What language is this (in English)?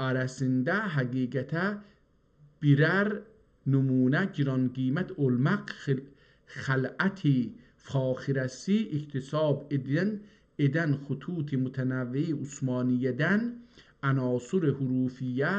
South Azerbaijani